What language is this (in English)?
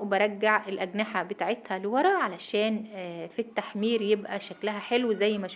Egyptian Arabic